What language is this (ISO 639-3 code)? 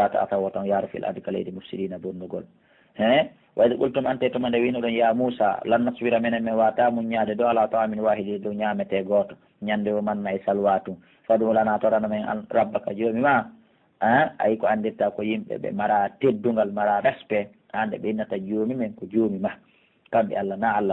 fuf